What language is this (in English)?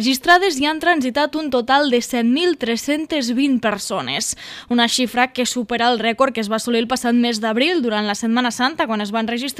Catalan